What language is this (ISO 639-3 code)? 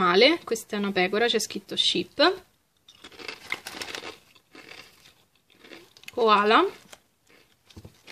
ita